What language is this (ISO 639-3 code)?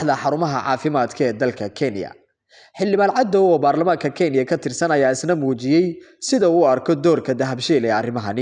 som